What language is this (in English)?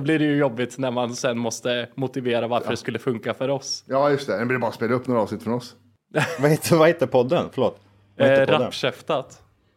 Swedish